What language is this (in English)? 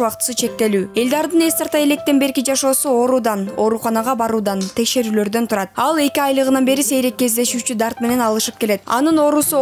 Kyrgyz